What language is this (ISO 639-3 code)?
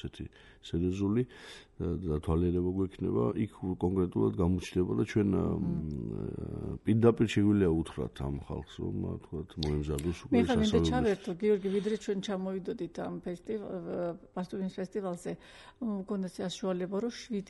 kat